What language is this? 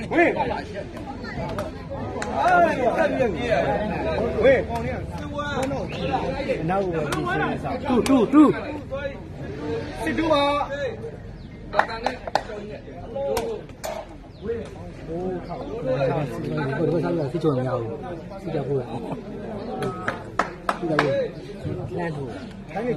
Burmese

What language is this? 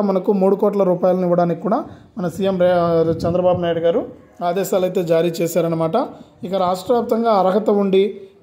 Telugu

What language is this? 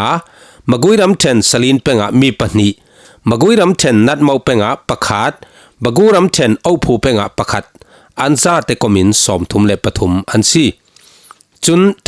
Falam Chin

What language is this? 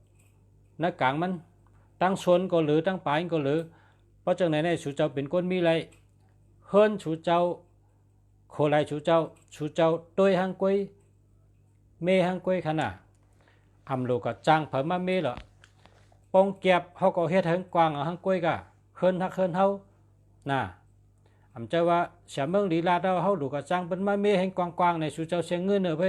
Shan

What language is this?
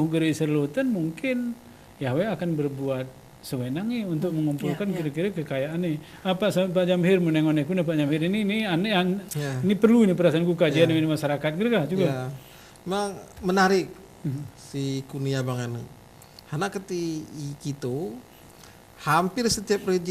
Gayo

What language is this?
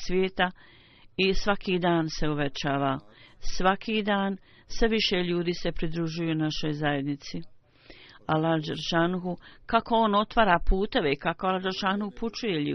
Bosnian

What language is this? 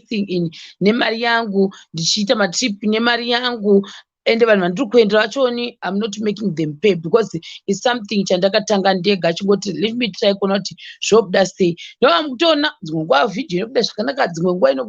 Shona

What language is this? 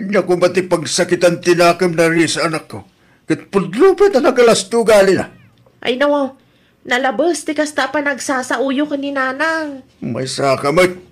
Iloko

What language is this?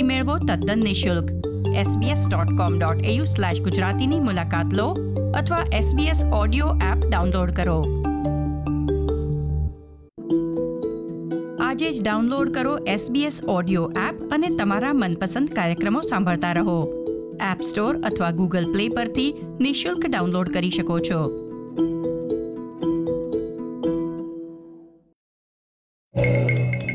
Gujarati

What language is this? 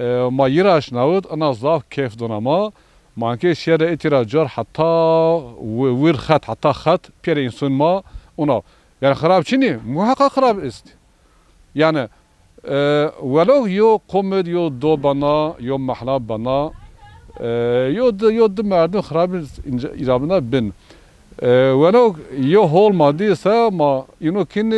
Zaza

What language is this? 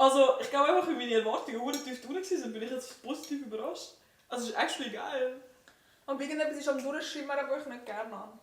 Swiss German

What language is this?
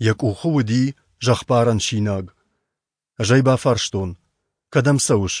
Ossetic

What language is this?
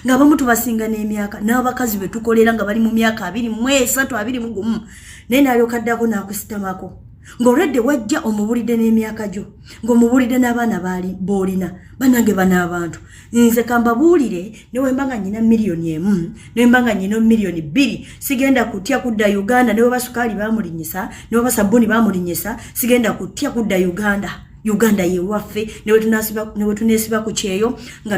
Ganda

